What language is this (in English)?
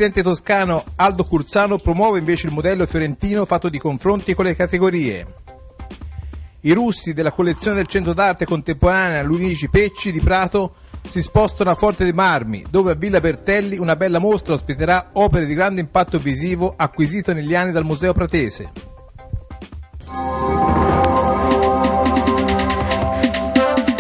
Italian